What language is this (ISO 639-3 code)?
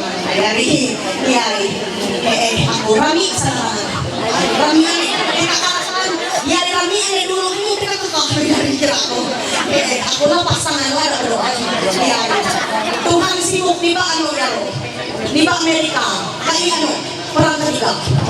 mhy